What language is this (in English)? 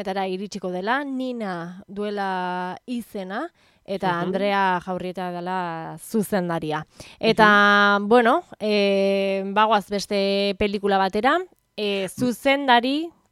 Basque